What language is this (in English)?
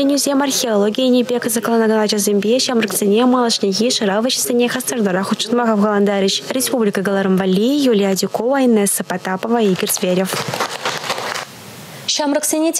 Chuvash